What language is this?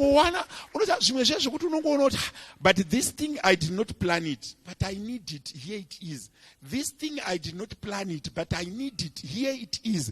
Shona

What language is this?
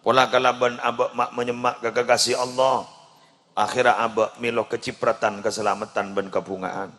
Madurese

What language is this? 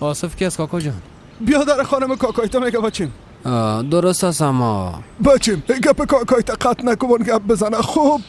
Persian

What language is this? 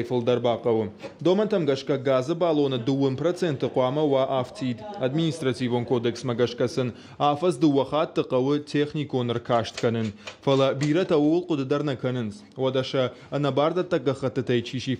Ossetic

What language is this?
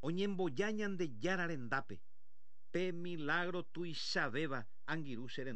Guarani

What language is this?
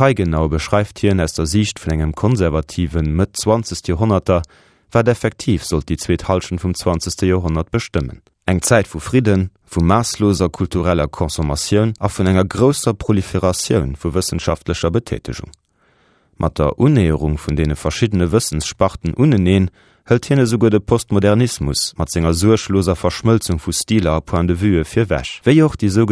Luxembourgish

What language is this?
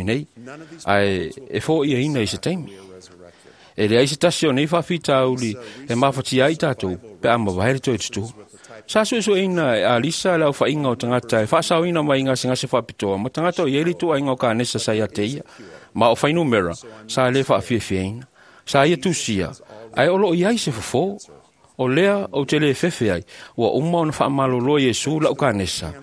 Samoan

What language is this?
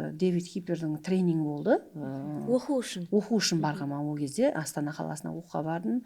Kara-Kalpak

